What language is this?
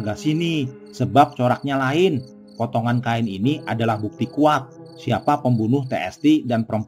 Betawi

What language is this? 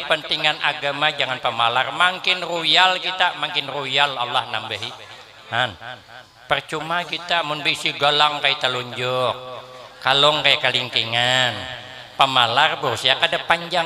Banjar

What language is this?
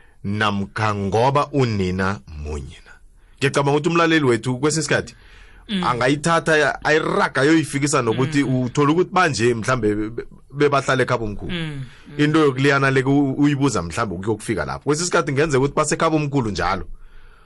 South Ndebele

